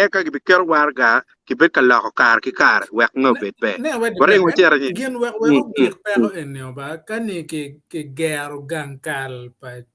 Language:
Acoli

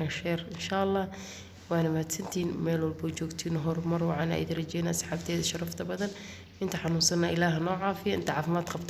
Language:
Somali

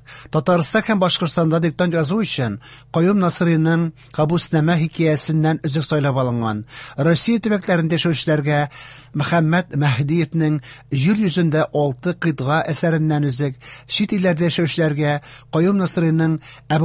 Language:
Tatar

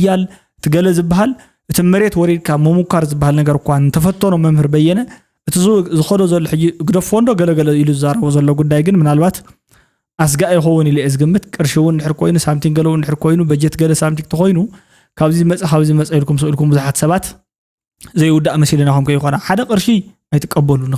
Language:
Tigrinya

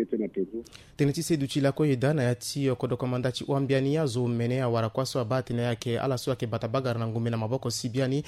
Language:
Sango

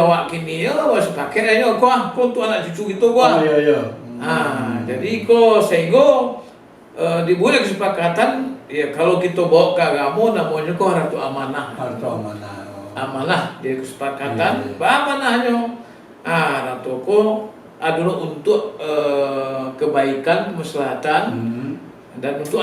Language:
Minangkabau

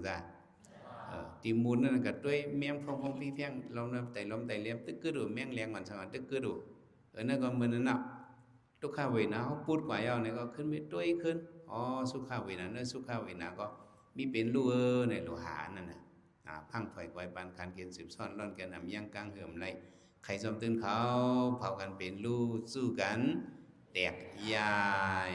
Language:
Shan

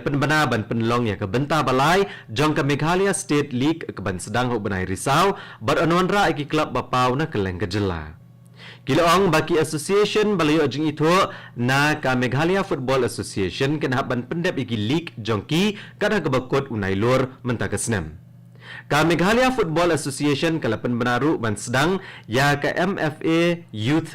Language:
Khasi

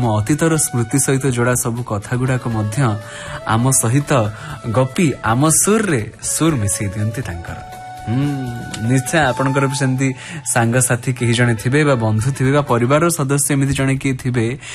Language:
Odia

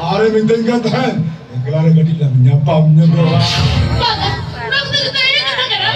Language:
Santali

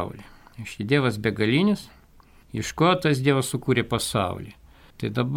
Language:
Lithuanian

